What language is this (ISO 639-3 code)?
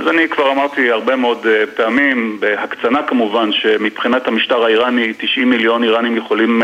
heb